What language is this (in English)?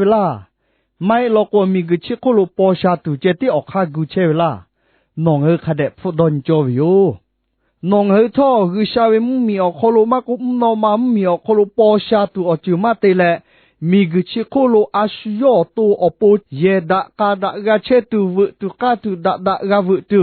Lahu